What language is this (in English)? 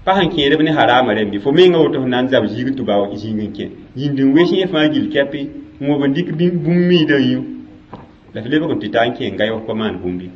Mossi